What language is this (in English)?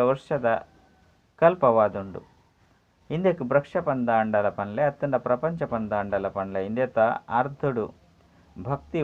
Tulu